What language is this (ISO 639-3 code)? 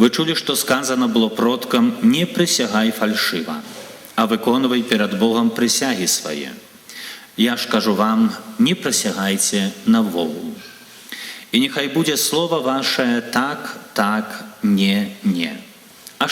bel